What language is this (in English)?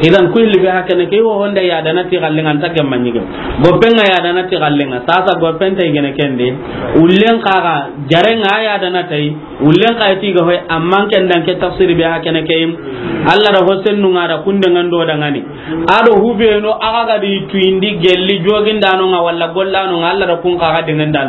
Soninke